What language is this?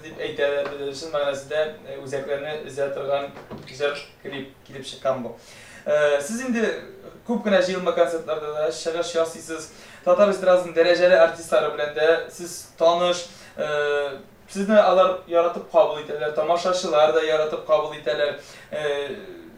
Tatar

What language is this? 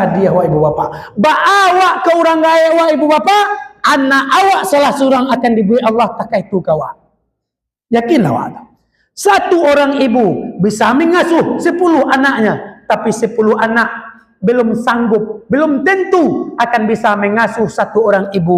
Minangkabau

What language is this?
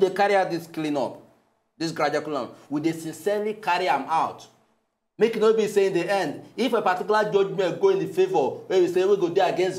Nigerian Pidgin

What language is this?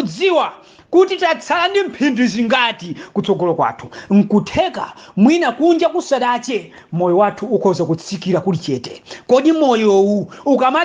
Nyanja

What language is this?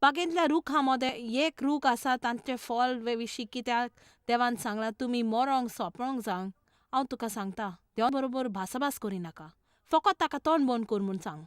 Konkani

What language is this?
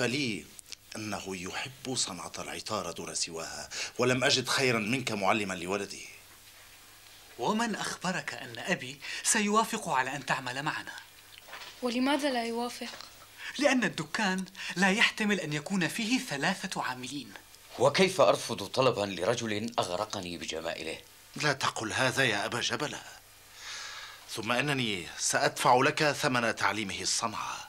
Arabic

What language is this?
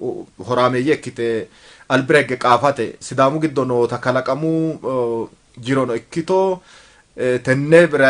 Sidamo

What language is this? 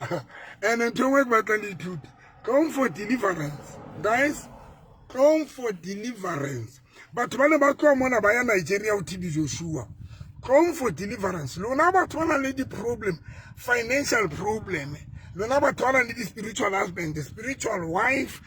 Southern Sotho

